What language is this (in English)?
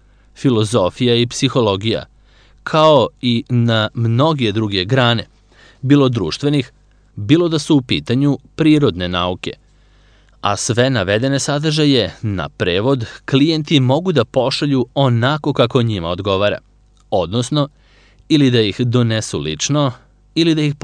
Serbian